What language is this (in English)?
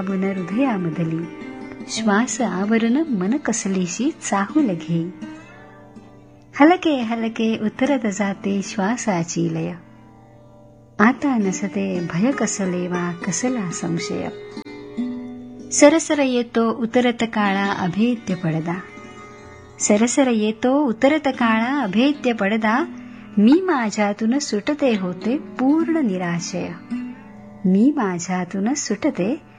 Marathi